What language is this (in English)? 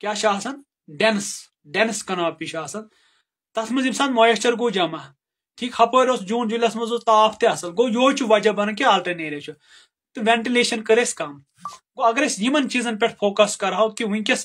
Kashmiri